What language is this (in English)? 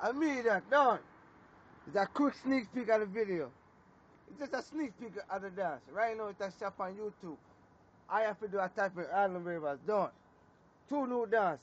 Jamaican Creole English